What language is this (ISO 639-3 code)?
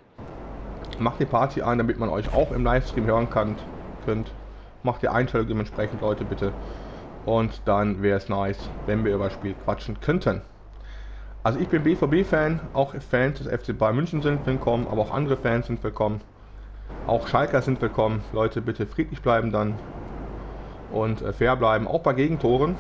deu